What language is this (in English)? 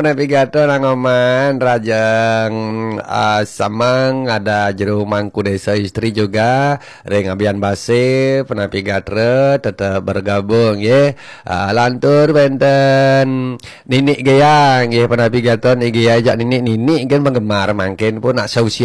Balinese